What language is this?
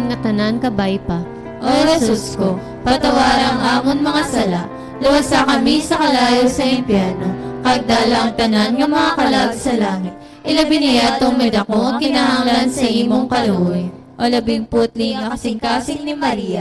Hiligaynon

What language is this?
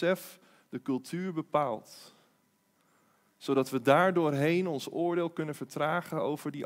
Dutch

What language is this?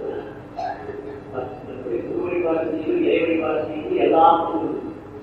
Tamil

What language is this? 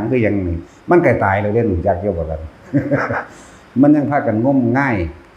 Northeastern Thai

